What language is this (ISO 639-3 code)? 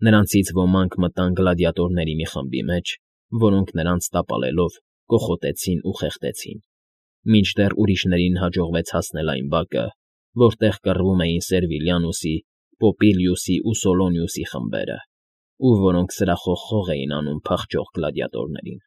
hye